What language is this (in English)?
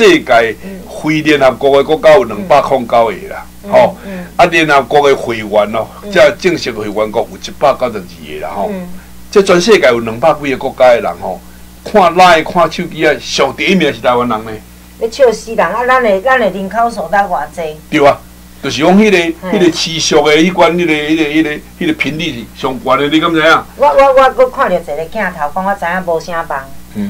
Min Nan Chinese